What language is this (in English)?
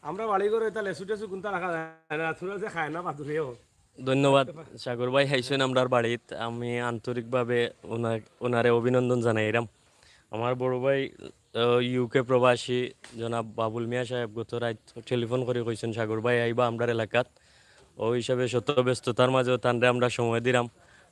Sylheti